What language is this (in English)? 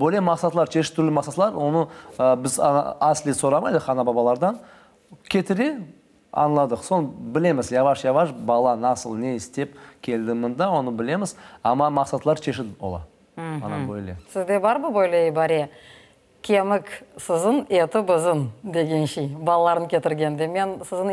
Crimean Tatar